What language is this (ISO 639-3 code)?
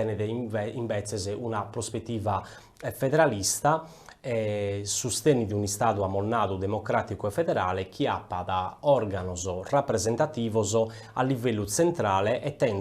srd